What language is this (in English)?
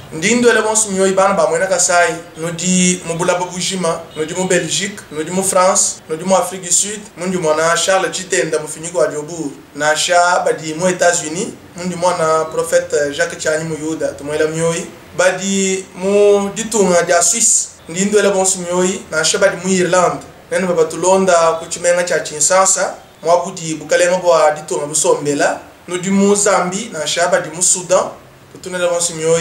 Luba-Lulua